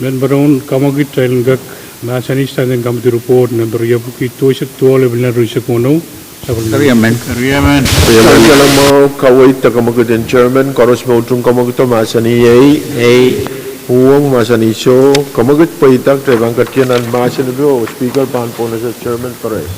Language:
Pohnpeian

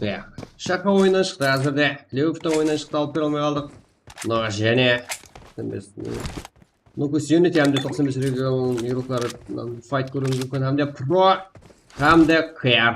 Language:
Kara-Kalpak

